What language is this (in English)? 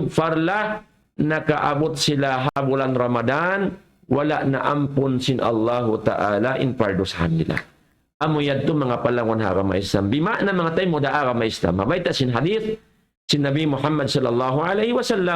Tausug